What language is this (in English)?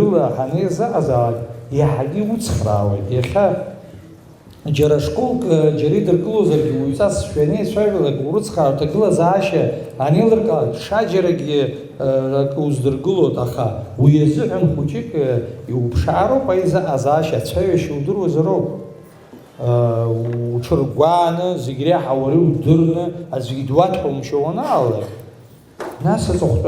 Abkhazian